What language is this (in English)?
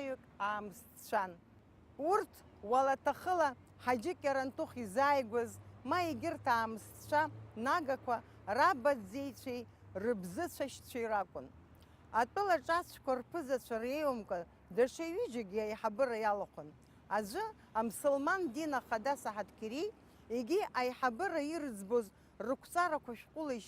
Abkhazian